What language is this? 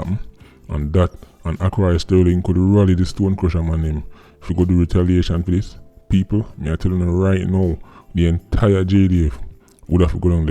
Jamaican Creole English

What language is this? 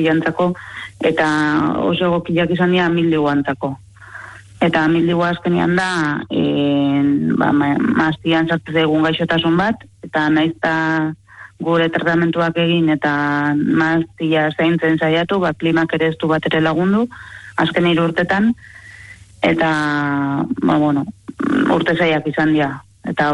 Basque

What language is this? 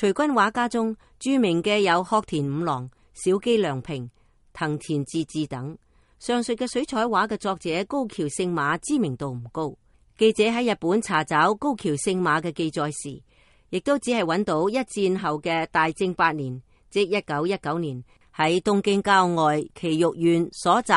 Cantonese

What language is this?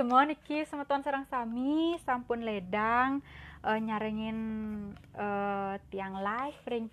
Balinese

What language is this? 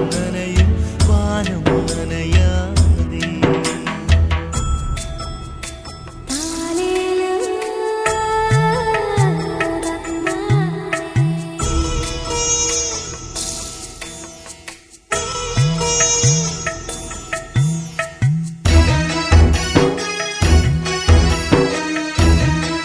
Tamil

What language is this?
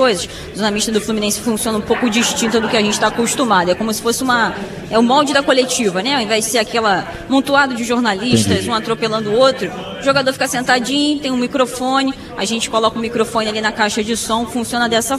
Portuguese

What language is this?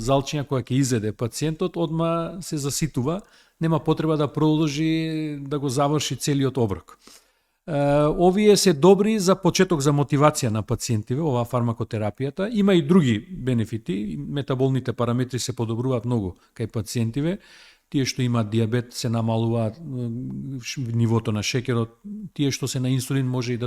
Macedonian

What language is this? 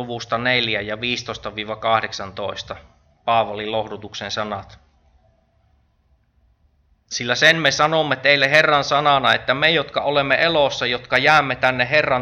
Finnish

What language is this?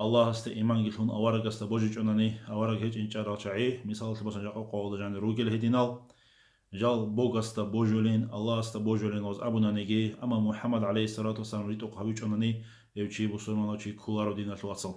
Avaric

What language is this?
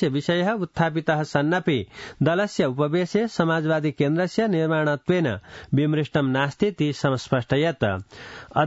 Sanskrit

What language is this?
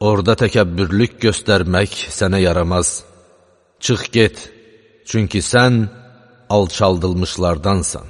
Azerbaijani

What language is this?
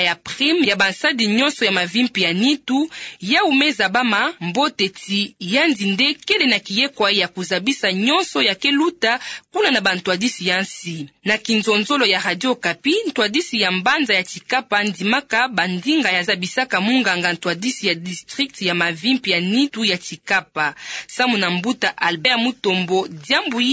Kituba (Democratic Republic of Congo)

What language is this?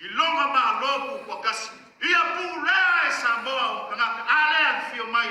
Samoan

